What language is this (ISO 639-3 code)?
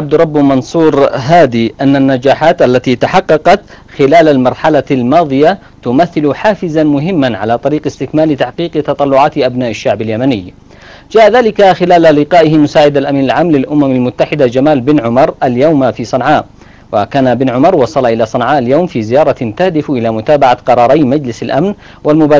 ara